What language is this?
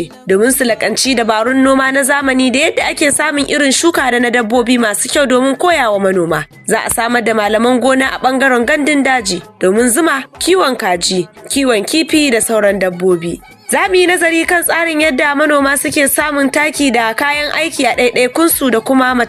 Hausa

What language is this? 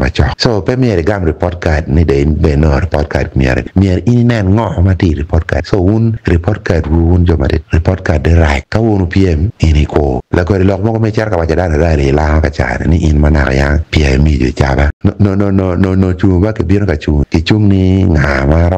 Acoli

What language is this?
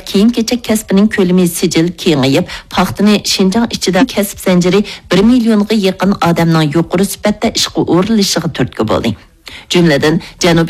Uyghur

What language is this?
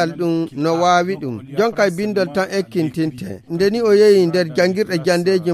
Fula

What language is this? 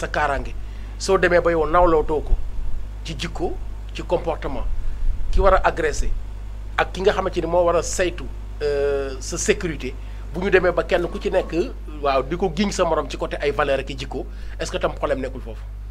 Wolof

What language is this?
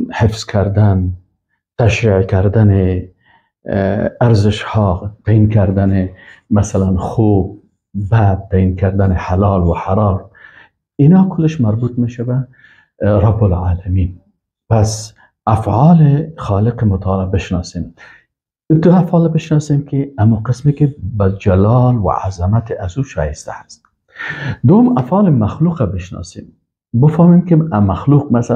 Persian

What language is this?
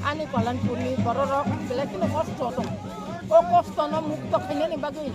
Kok Borok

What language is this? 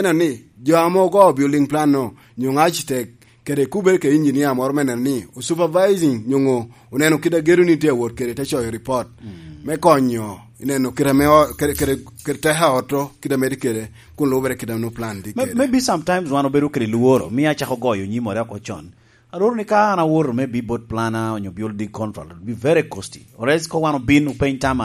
Lango (Uganda)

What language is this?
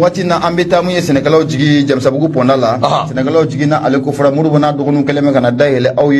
Bambara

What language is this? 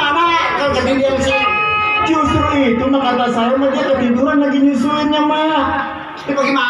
Betawi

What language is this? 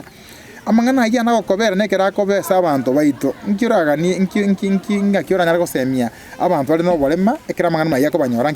Gusii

